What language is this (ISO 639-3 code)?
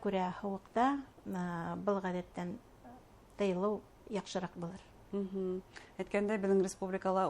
bak